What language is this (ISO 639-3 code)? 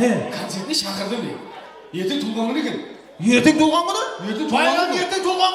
kaa